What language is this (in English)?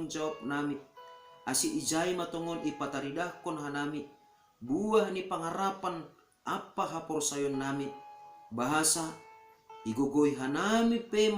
Batak Simalungun